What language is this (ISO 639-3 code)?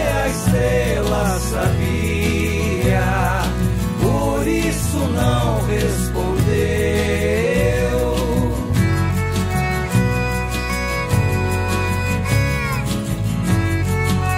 por